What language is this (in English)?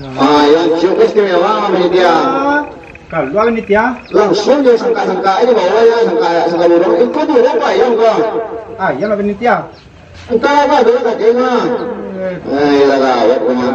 Minangkabau